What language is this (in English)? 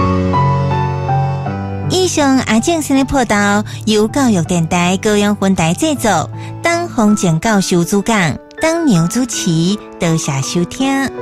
Min Nan Chinese